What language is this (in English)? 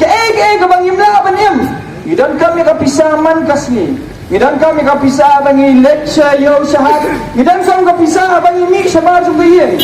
Khasi